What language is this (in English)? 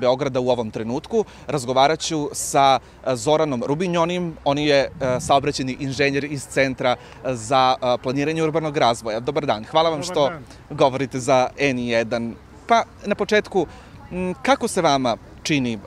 Serbian